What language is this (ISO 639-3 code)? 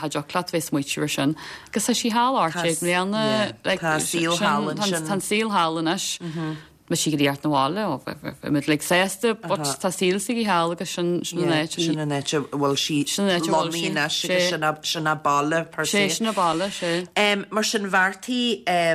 gle